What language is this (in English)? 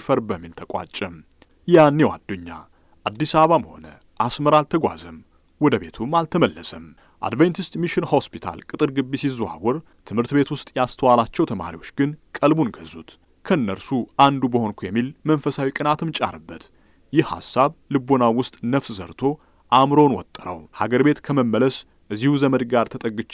Amharic